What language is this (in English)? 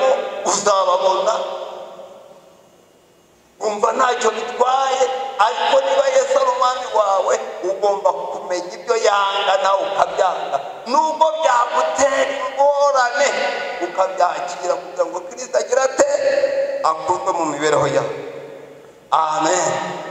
Kinyarwanda